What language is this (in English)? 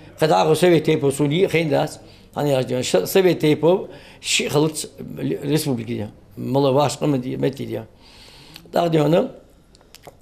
Ingush